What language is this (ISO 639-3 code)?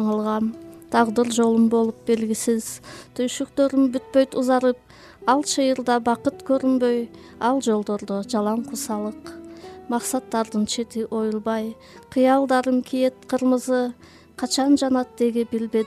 kir